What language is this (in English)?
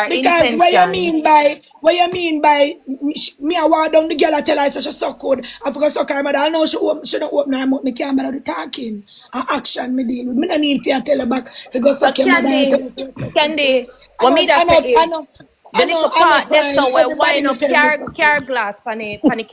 Jamaican Creole English